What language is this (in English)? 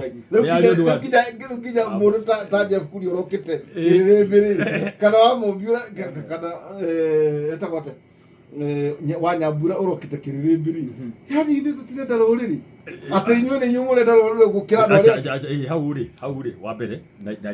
Kikuyu